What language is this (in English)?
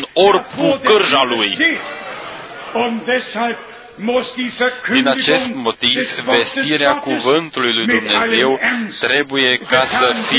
Romanian